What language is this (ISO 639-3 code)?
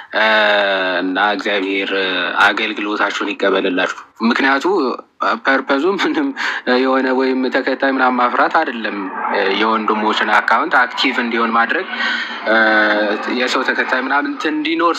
amh